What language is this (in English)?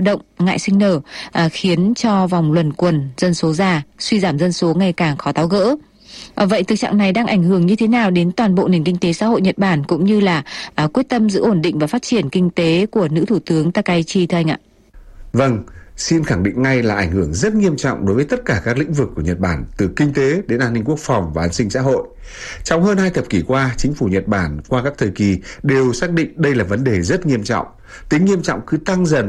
Vietnamese